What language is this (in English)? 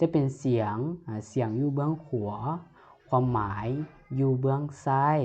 Lao